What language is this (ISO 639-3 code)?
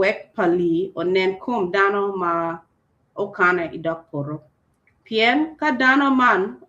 ach